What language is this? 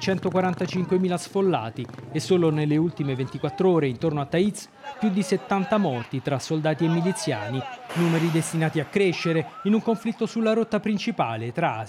Italian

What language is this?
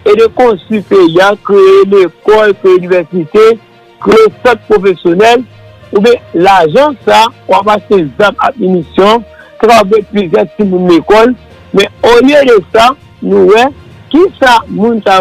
Haitian Creole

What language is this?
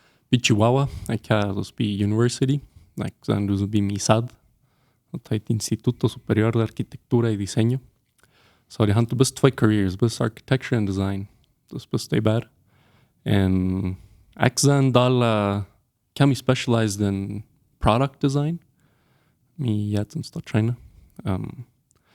Plautdietsch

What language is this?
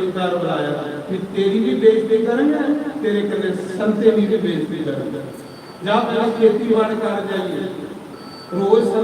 Dogri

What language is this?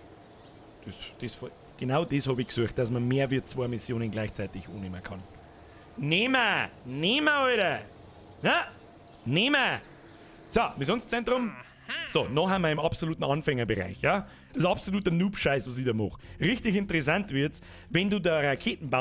Bavarian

